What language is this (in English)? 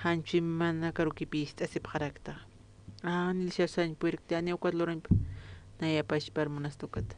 Aymara